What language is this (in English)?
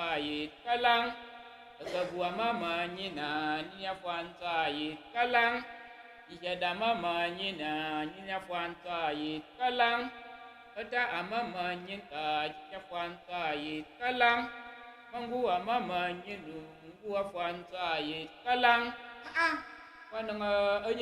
Tyap